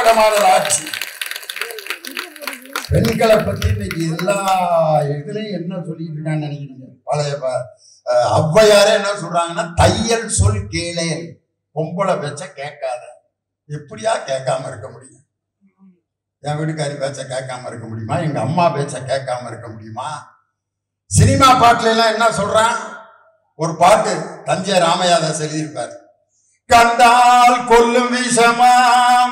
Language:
Tamil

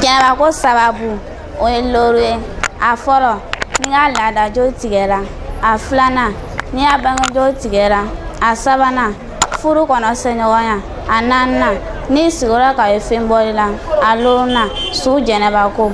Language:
Bambara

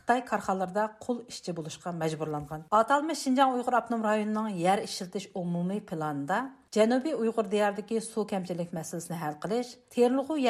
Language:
Uyghur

